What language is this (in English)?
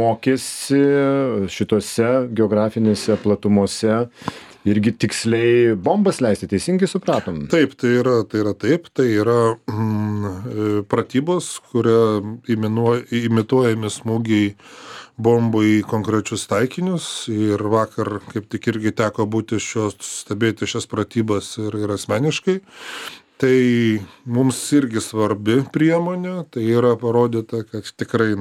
Lithuanian